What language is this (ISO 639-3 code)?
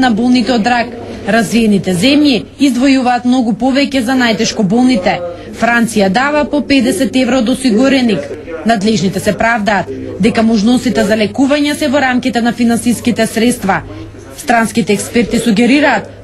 mkd